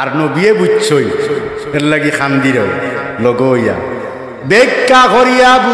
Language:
Sylheti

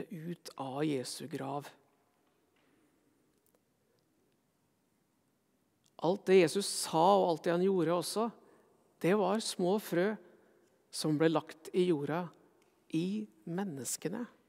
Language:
Norwegian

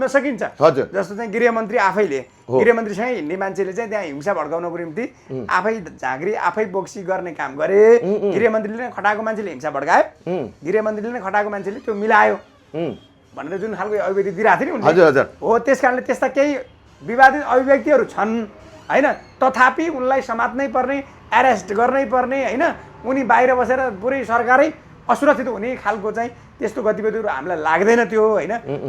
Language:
Nepali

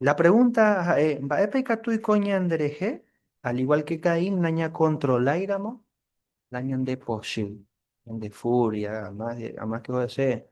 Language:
Guarani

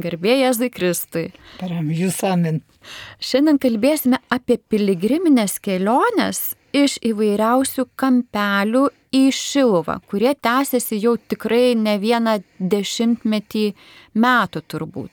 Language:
Lithuanian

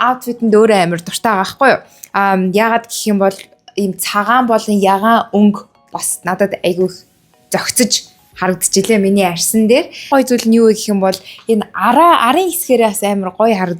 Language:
Mongolian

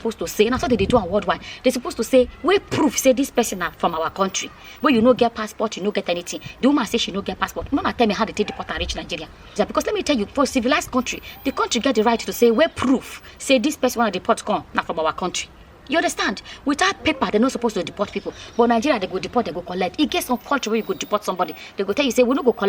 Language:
Nigerian Pidgin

